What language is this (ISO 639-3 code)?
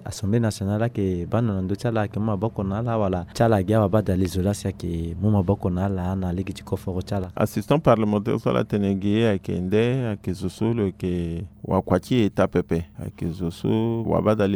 sag